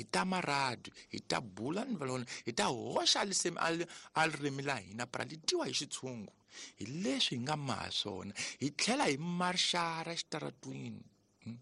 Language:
Tsonga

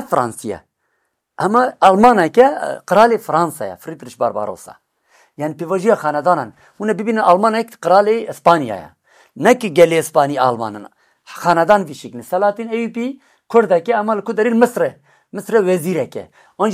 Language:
Kurdish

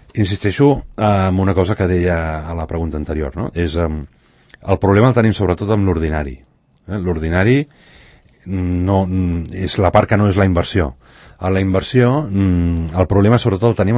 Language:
Catalan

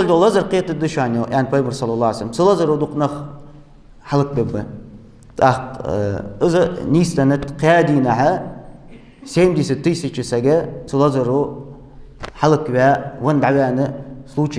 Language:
Ingush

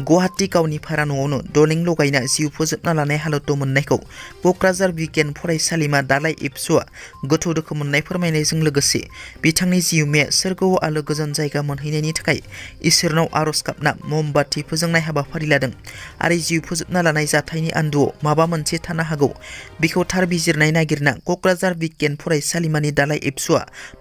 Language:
Bodo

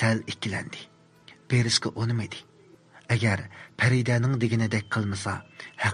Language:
Uyghur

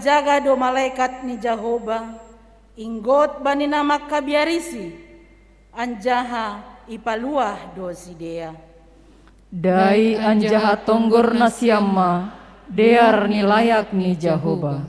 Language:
Batak Simalungun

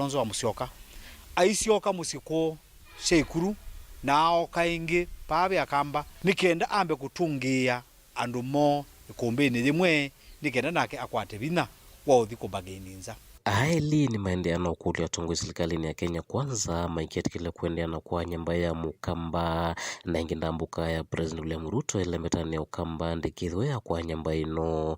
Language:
Kamba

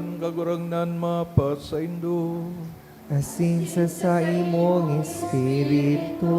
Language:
Bikol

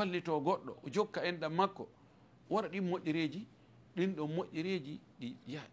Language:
Fula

